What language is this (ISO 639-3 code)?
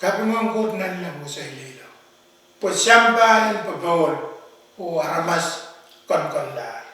pon